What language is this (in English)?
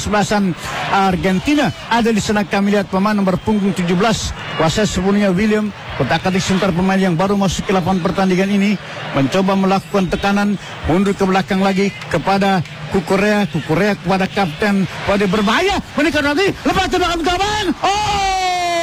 Indonesian